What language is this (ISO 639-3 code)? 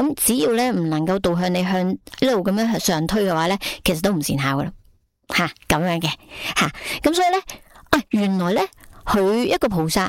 yue